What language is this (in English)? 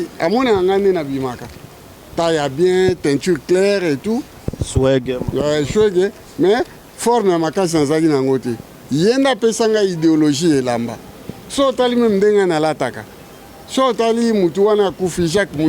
Lingala